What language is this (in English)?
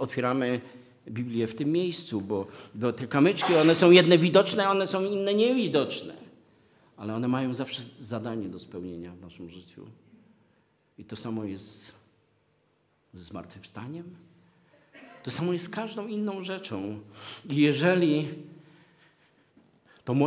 Polish